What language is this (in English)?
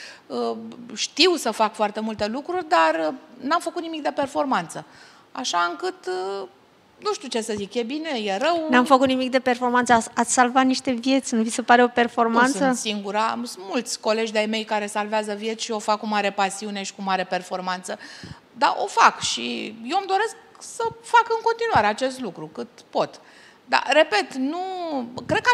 Romanian